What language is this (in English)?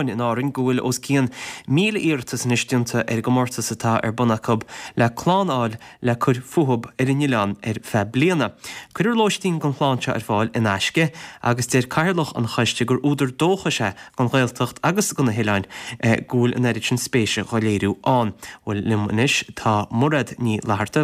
Irish